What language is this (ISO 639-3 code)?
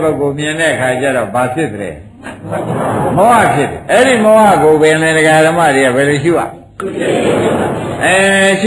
mya